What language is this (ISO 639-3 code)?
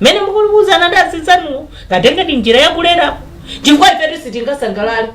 nya